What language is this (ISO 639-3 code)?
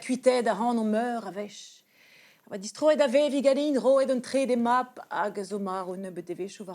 bre